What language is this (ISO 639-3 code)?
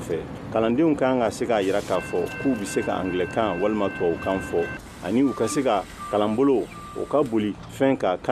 bam